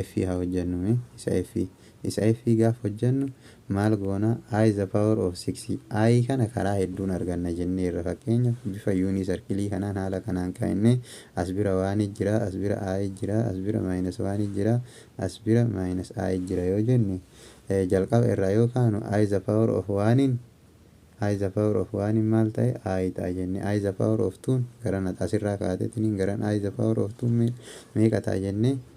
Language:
Oromo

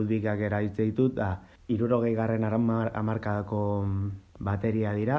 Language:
Basque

